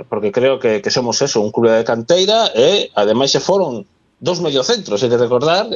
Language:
Galician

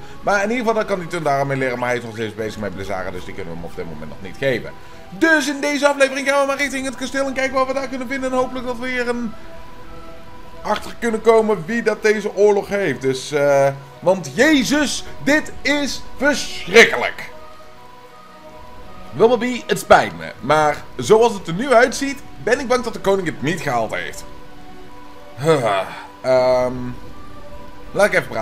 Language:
Dutch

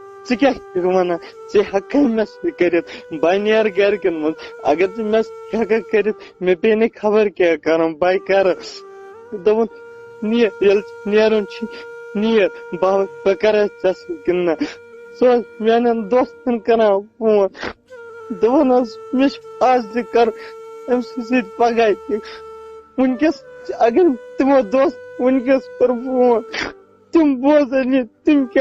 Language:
Kashmiri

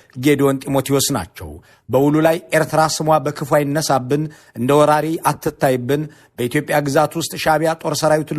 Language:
Amharic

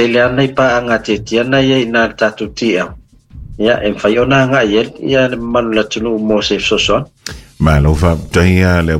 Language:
Samoan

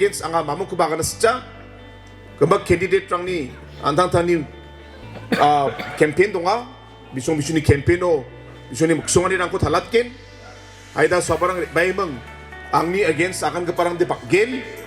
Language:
Garo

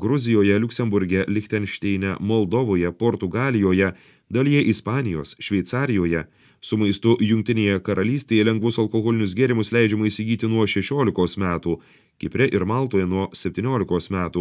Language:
Lithuanian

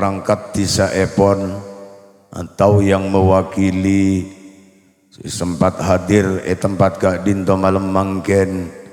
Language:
Madurese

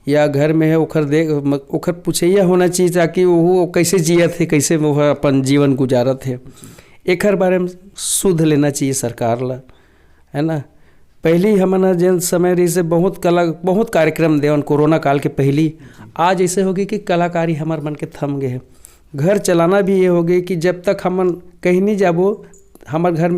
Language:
Chhattisgarhi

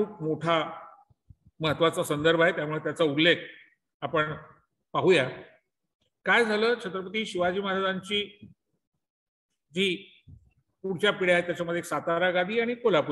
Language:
Marathi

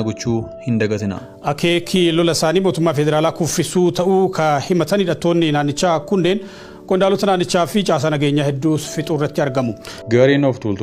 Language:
Oromo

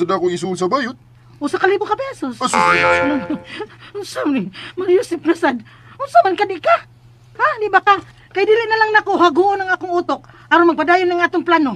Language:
Cebuano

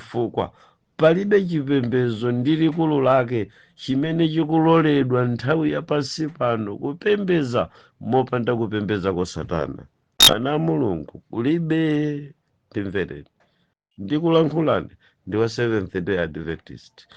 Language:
Nyanja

